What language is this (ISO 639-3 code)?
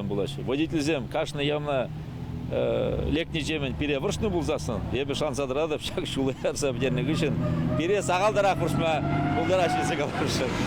chv